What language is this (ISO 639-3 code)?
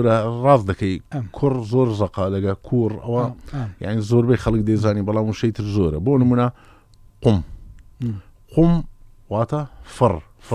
ckb